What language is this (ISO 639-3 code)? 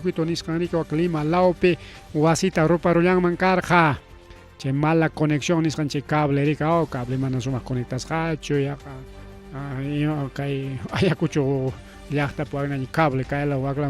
quy